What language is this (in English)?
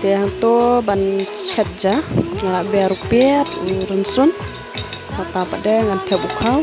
Khasi